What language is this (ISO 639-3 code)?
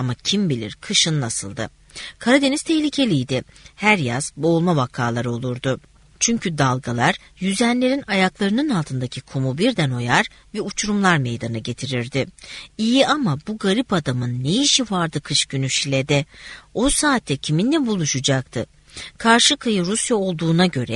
tur